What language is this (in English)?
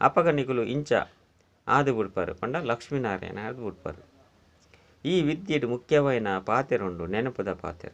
Tulu